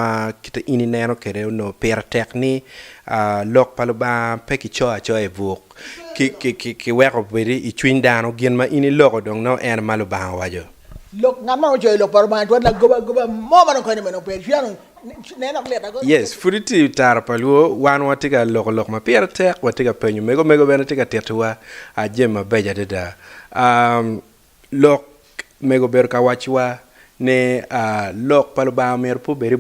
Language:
Acoli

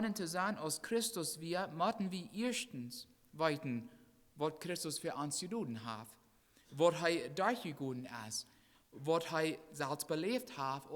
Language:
Plautdietsch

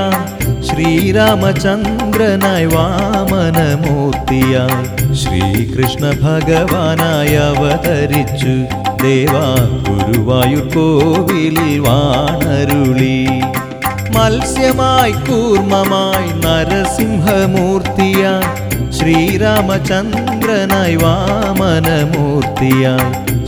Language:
Malayalam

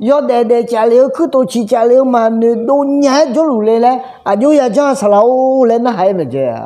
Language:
Akha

